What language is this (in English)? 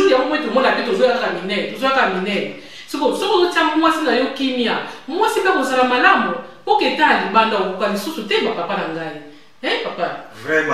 Lingala